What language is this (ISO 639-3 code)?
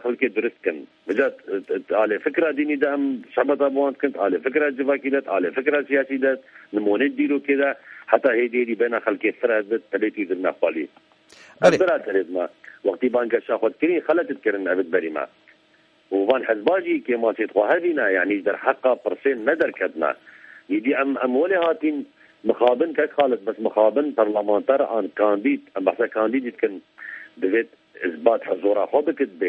kur